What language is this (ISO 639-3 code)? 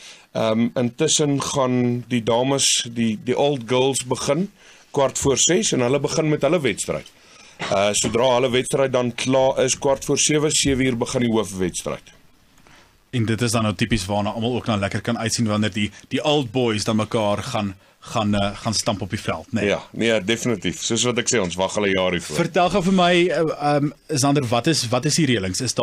afr